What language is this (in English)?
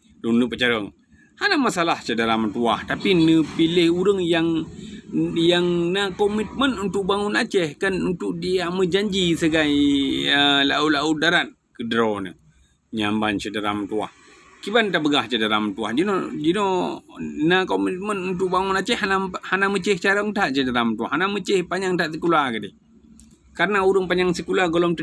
Achinese